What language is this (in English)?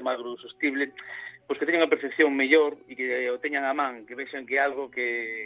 Galician